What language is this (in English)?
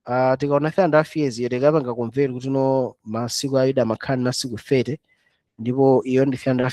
Nyanja